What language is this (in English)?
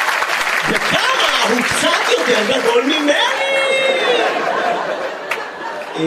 Hebrew